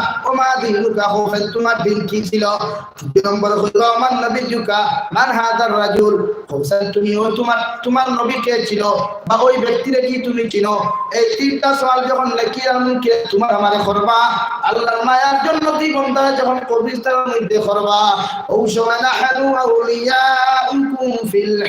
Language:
Sylheti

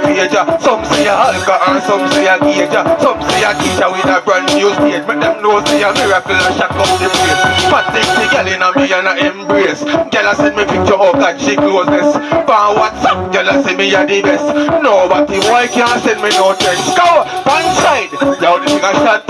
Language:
Jamaican Creole English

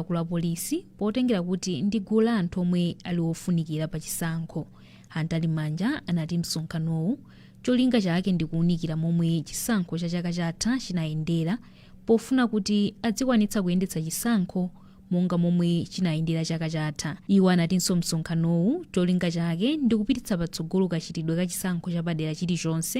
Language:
Nyanja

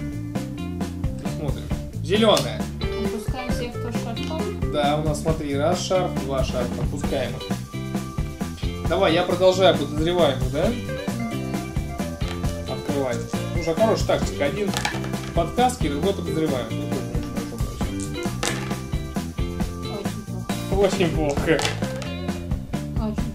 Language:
Russian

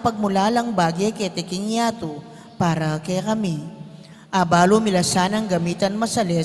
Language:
Pampanga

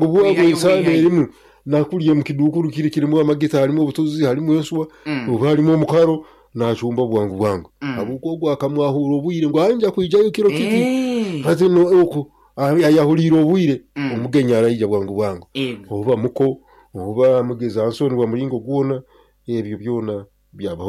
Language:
Nyoro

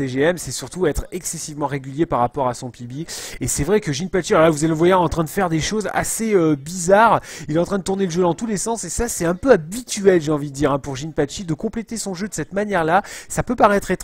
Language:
French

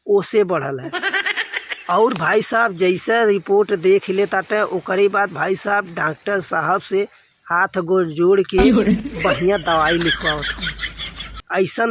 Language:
Bhojpuri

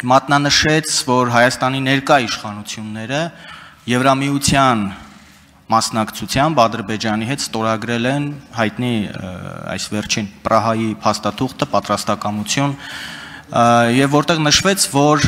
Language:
Armenian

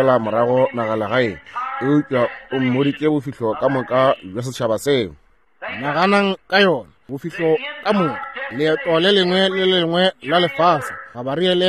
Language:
Northern Sotho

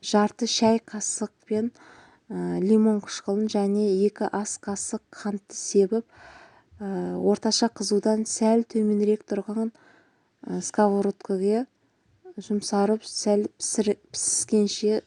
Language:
Kazakh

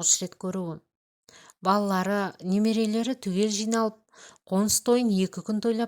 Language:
Kazakh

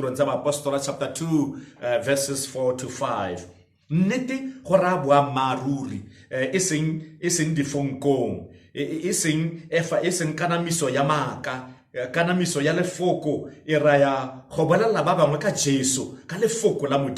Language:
Tswana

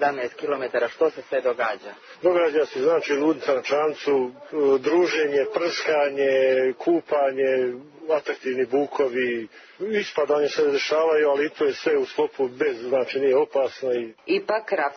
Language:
Serbian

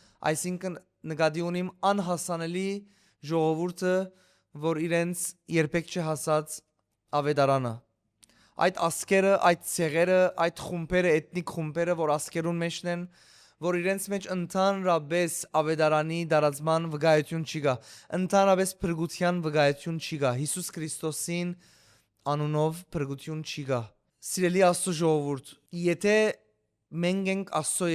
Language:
Western Armenian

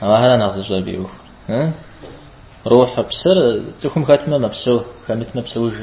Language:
Kabardian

